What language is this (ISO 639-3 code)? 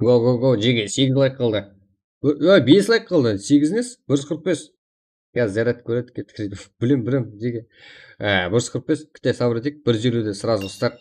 kaa